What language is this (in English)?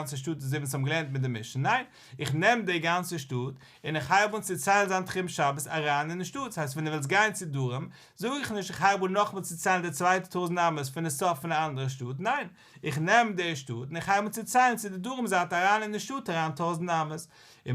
Yiddish